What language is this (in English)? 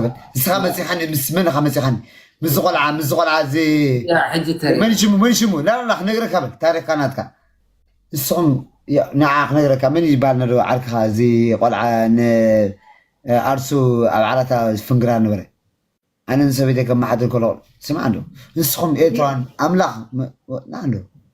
Tigrinya